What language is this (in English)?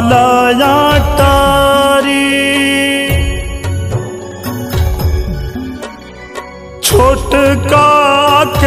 Bhojpuri